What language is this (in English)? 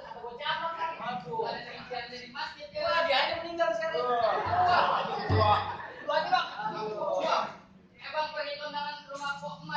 Betawi